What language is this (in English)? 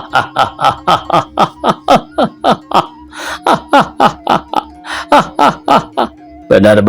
Sundanese